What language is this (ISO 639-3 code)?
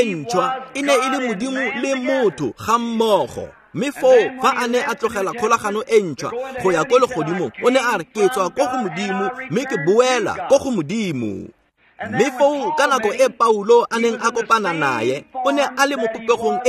tsn